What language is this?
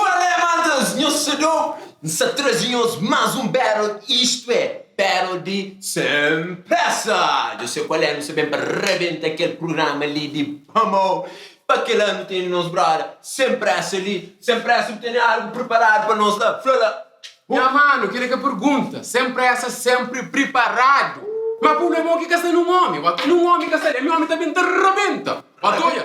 Kabuverdianu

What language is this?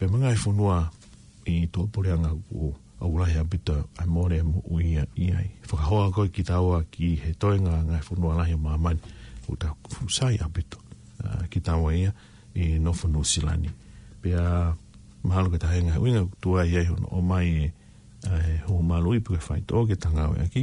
Tongan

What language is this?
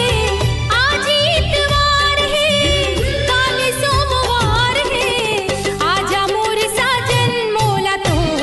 Chhattisgarhi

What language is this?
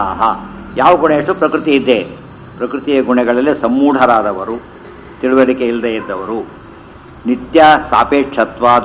Kannada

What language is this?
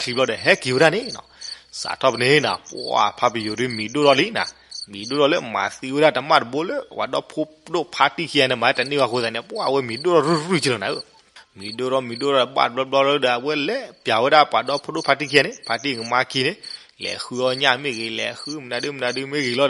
S'gaw Karen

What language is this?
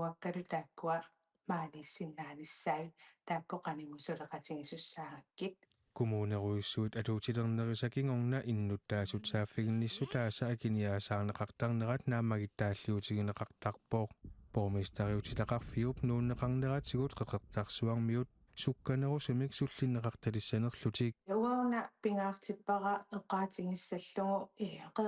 Kalaallisut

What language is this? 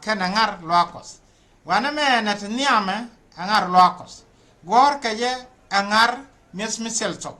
Nuer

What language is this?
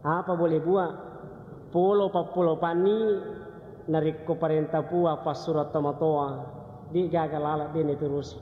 Buginese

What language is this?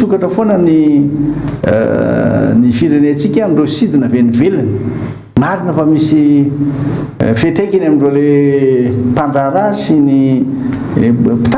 Malagasy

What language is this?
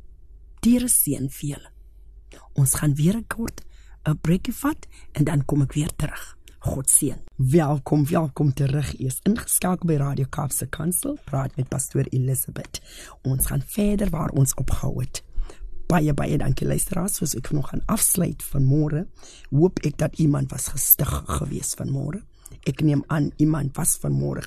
Afrikaans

